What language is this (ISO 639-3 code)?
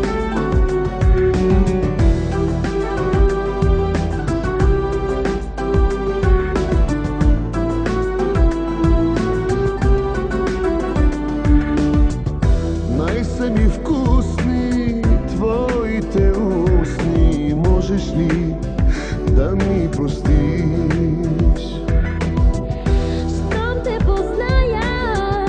bul